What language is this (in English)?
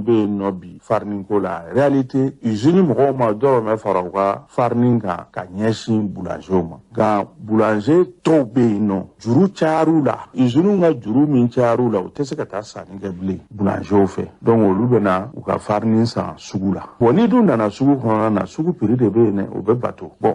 Bambara